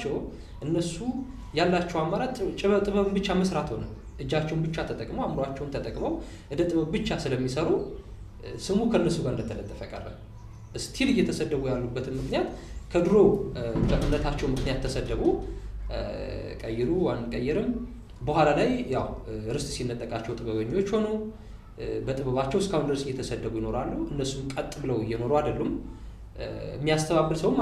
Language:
Amharic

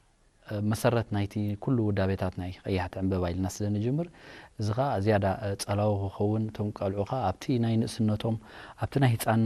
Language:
Tigrinya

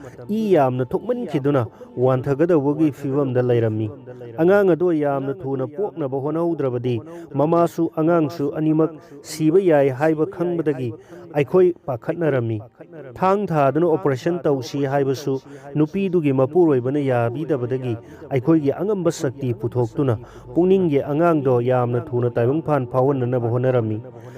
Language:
Manipuri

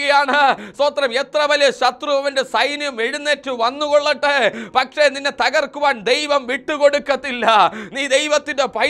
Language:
Malayalam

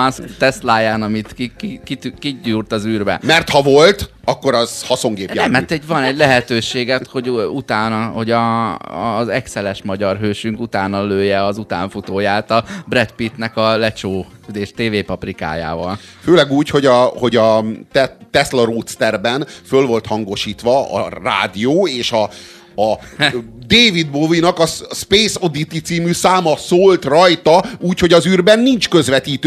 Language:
Hungarian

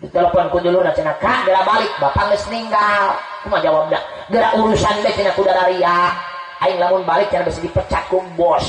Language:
Sundanese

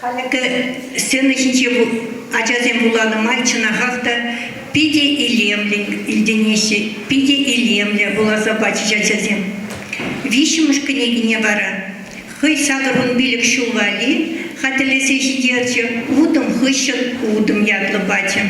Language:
Chuvash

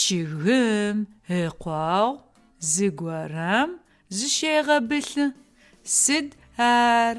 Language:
Adyghe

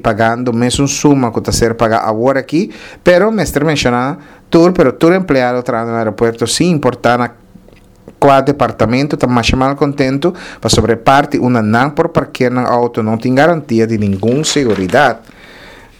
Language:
Papiamento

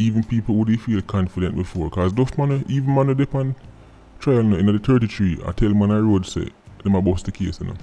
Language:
Jamaican Creole English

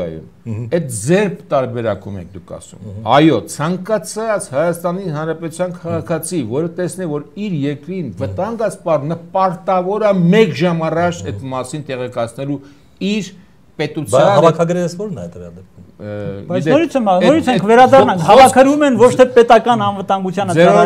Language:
Armenian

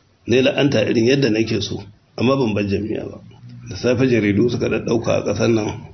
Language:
Hausa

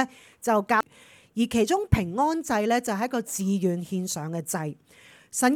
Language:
Cantonese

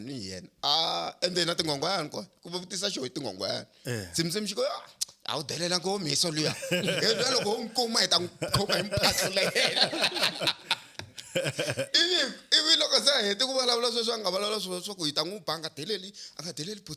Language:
Tsonga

